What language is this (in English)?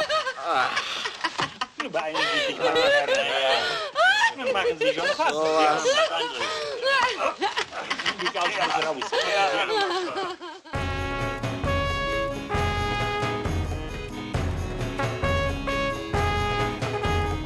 German